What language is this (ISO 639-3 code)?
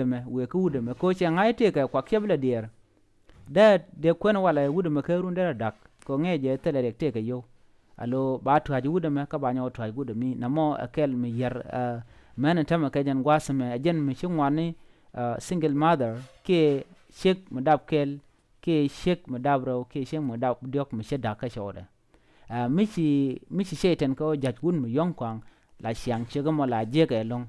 nus